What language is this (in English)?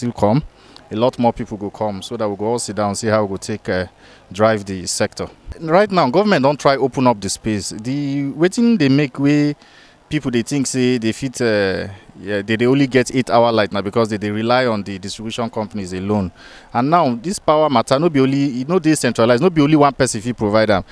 Nigerian Pidgin